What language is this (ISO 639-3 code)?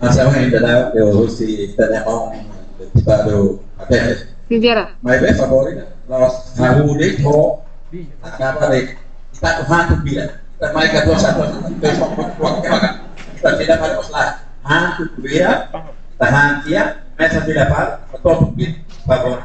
tet